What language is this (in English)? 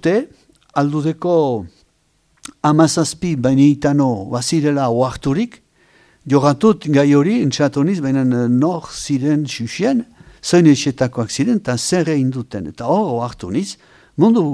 Basque